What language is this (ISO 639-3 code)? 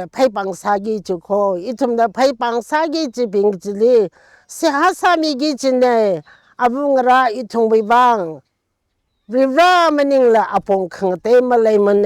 nmf